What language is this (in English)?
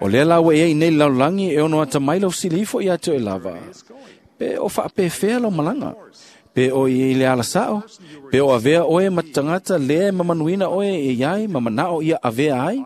Samoan